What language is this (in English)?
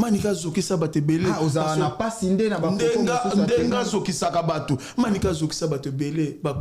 Lingala